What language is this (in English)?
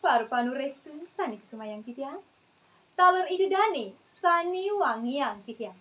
Balinese